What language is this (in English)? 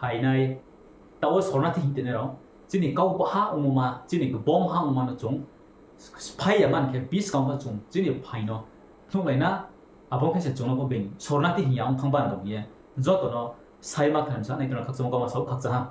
Riang (India)